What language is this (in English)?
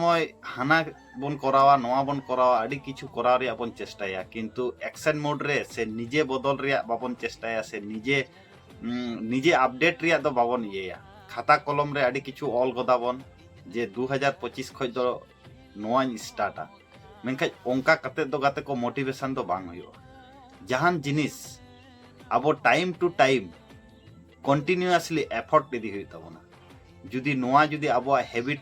Santali